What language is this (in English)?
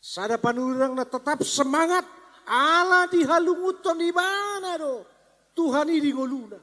Batak Toba